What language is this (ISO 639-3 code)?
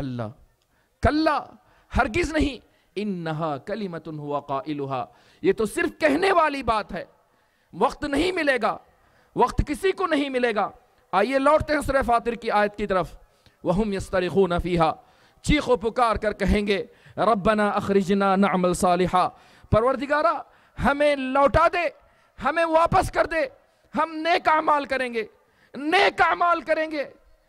urd